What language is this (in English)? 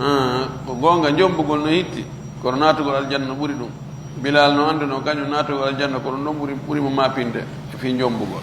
Pular